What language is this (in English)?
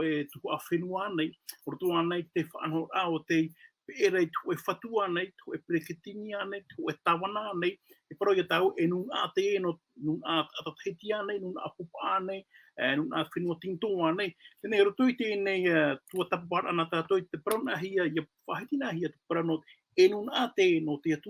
Tahitian